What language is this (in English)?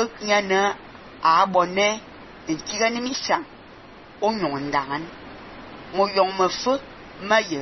Fang